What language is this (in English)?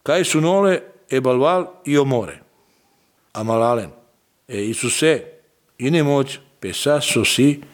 Serbian